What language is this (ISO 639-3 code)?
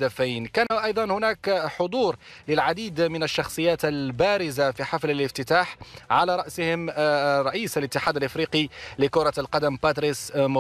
ary